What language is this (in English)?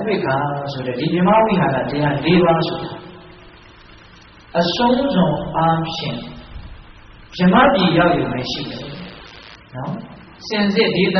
Burmese